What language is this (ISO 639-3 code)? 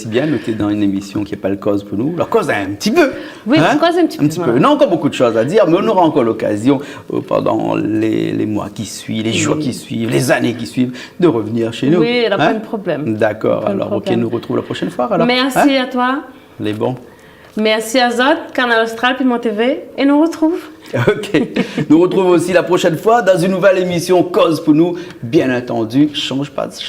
rcf